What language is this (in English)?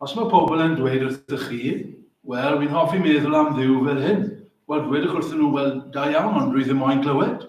Welsh